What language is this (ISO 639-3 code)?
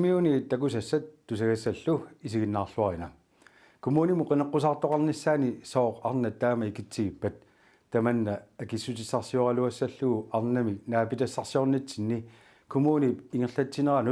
kal